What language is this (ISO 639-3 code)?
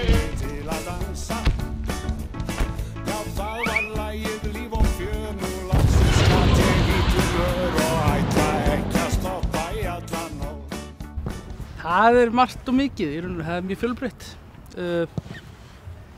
isl